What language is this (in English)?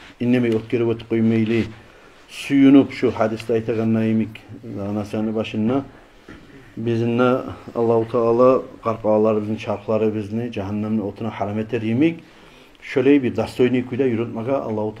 Kumyk